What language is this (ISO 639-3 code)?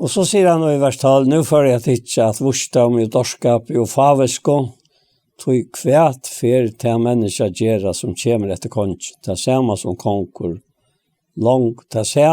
fao